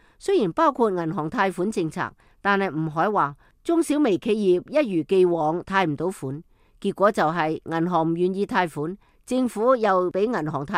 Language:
Cantonese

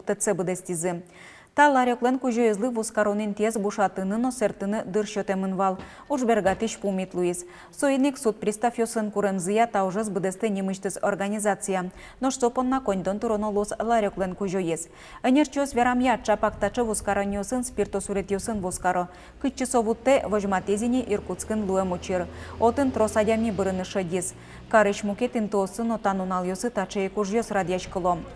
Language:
Udmurt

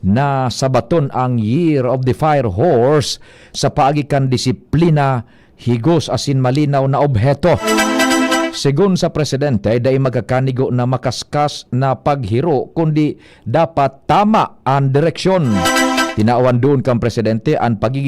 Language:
Bikol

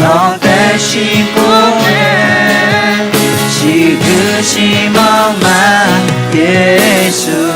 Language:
Akha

